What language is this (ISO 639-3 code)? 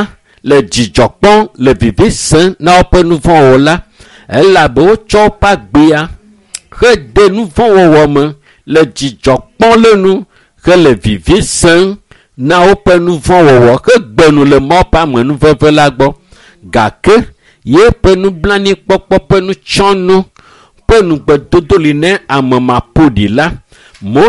ewe